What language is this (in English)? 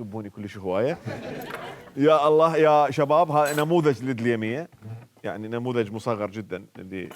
Mesopotamian Arabic